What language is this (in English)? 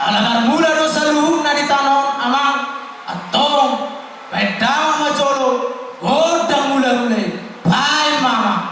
Batak Toba